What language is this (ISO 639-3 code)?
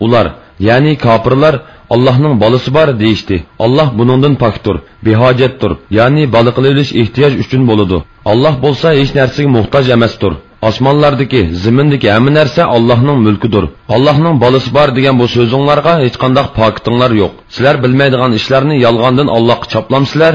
uig